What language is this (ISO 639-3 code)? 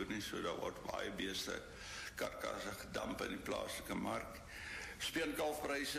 afr